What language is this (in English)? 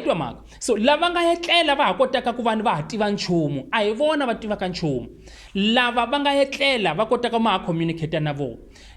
Tsonga